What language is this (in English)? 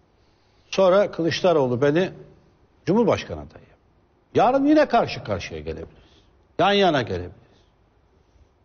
Turkish